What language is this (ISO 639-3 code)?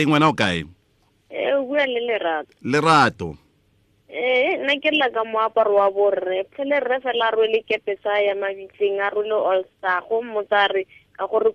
tsn